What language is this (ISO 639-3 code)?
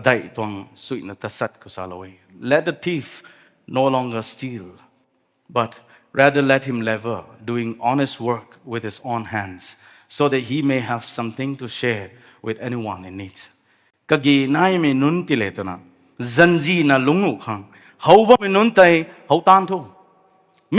nbu